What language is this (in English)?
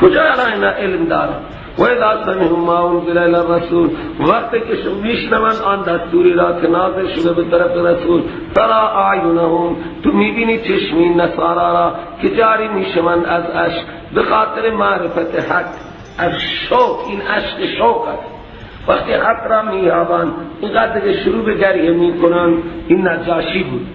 Persian